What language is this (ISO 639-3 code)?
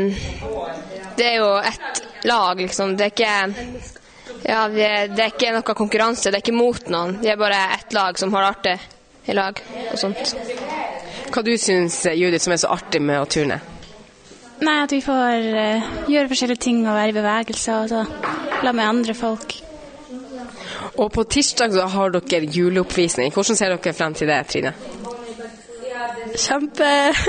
nor